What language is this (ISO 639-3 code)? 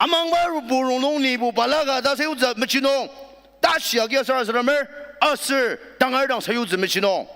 njo